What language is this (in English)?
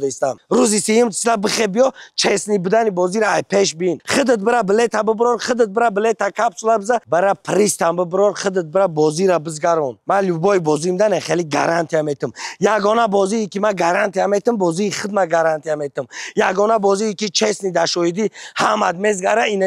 Tajik